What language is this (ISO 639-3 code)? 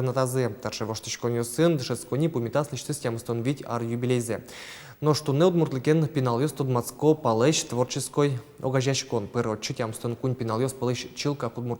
udm